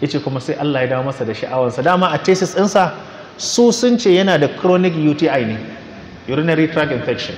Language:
Hausa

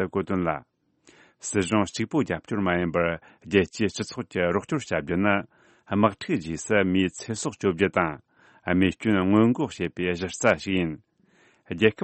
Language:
Tibetan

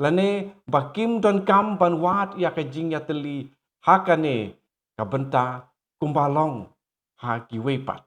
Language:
Khasi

